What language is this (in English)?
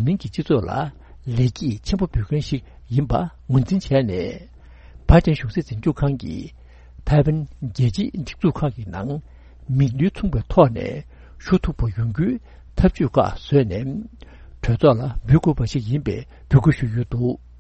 Tibetan